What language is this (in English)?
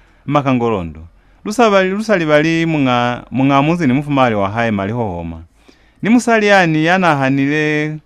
Lozi